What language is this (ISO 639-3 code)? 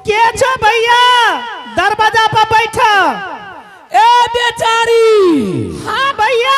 anp